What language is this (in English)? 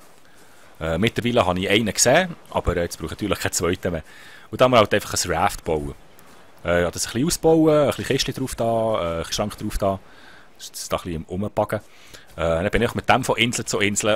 Swiss German